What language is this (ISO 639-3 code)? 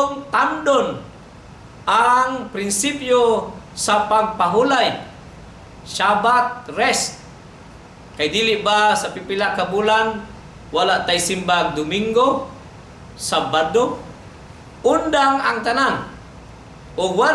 ceb